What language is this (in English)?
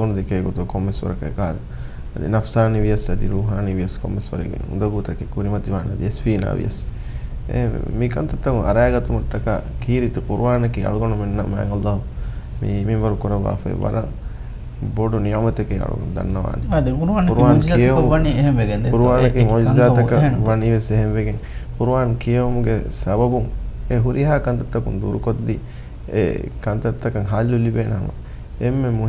Divehi